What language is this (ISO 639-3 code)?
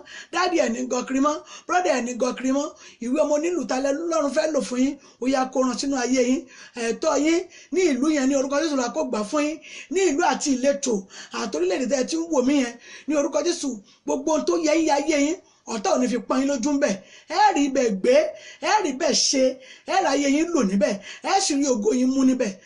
yor